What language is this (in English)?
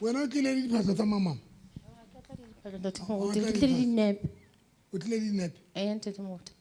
Southern Sotho